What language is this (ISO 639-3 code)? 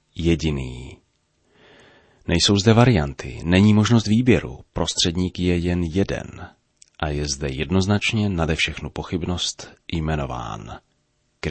ces